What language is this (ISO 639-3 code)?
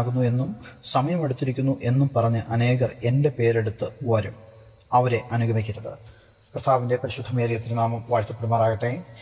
mal